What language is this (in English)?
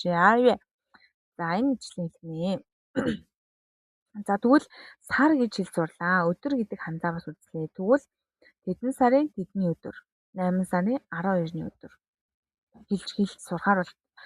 Mongolian